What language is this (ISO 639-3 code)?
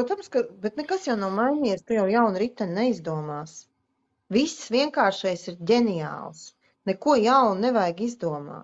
lav